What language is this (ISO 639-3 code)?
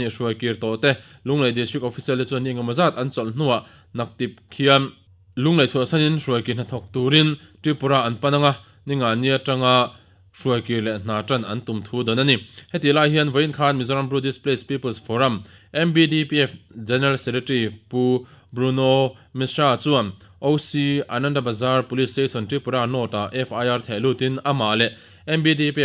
lus